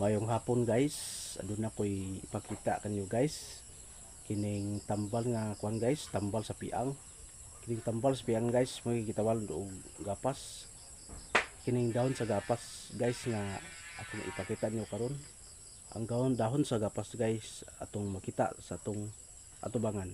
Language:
Cebuano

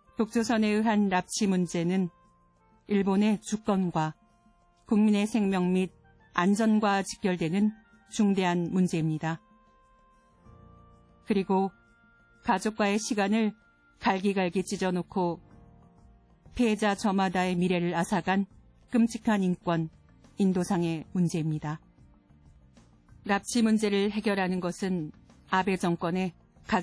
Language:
Korean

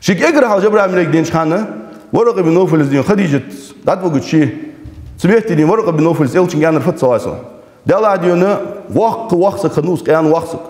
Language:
Ingush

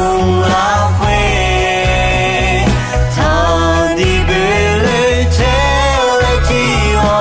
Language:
Akha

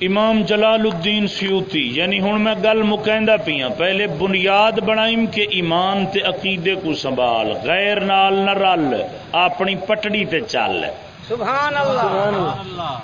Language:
Saraiki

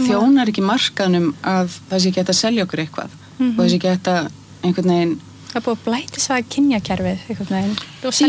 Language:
Icelandic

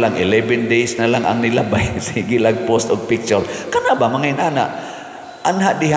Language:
Cebuano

